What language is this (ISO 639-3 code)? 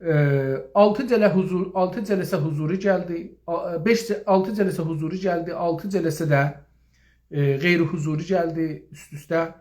azb